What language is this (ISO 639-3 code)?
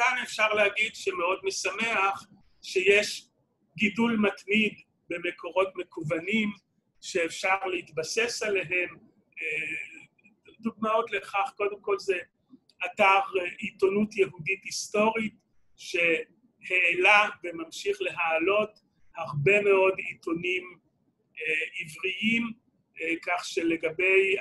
heb